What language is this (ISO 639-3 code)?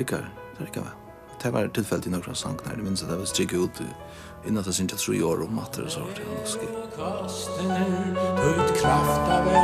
fao